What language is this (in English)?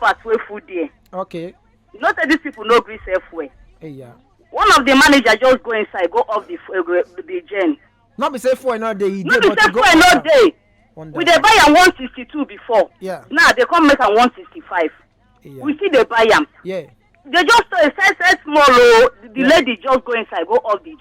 Nigerian Pidgin